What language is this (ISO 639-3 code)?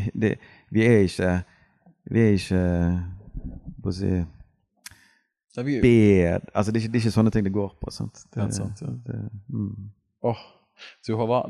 nor